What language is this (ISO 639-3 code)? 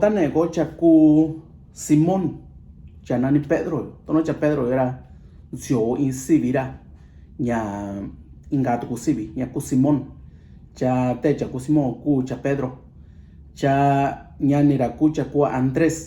mix